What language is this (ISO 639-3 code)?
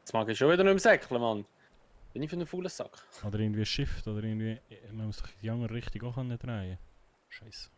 gsw